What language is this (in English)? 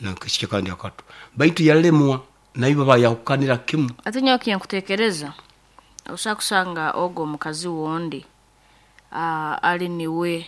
Nyoro